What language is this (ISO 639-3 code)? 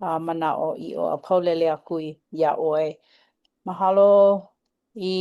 haw